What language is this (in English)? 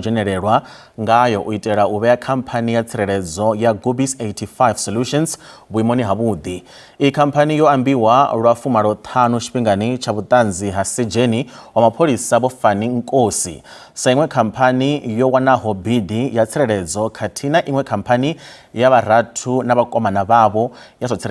Venda